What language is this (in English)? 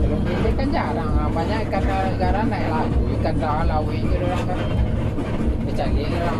Minangkabau